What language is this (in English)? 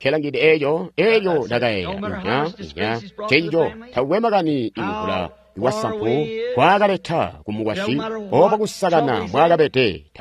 Tonga (Zambia)